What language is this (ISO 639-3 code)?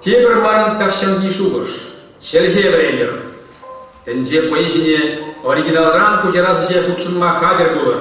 chv